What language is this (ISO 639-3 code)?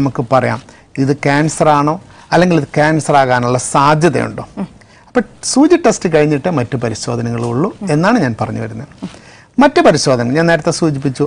mal